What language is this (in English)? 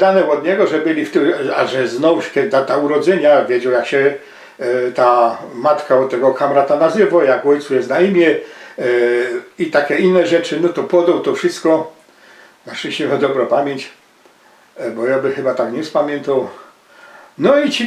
Silesian